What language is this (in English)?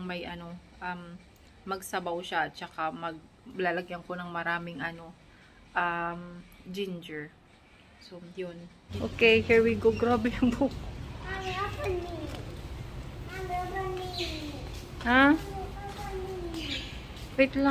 Filipino